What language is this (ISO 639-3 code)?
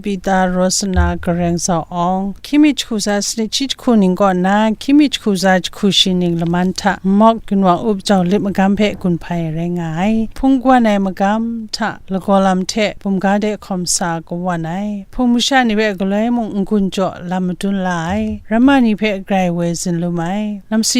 kac